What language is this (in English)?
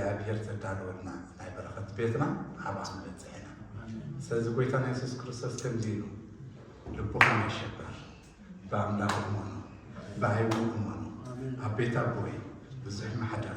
Tigrinya